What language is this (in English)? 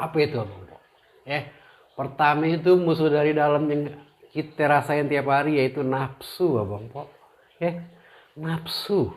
Betawi